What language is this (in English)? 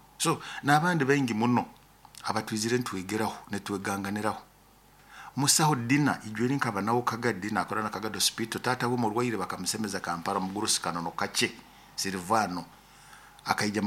Nyoro